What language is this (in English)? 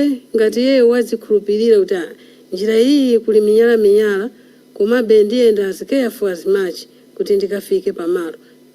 Nyanja